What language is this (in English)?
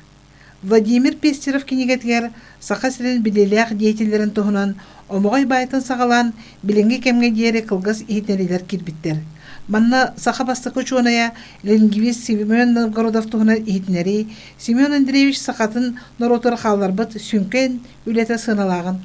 Yakut